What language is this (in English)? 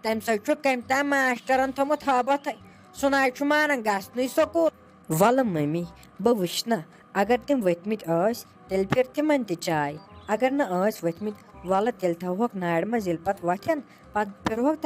Kashmiri